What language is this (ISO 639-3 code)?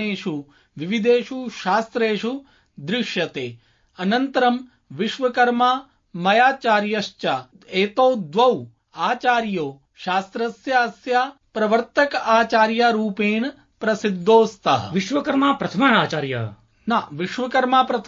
san